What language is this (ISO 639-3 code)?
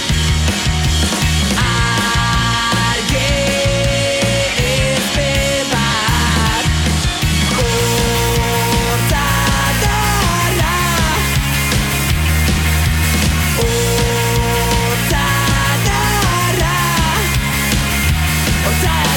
eus